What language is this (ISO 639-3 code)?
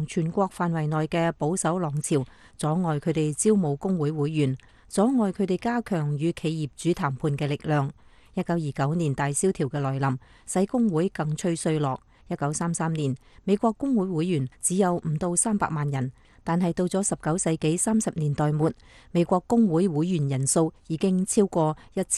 yue